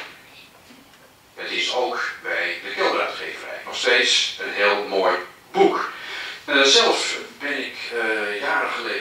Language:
Dutch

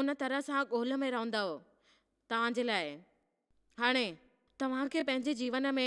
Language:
Sindhi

